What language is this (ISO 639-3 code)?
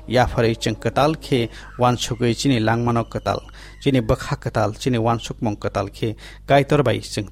trp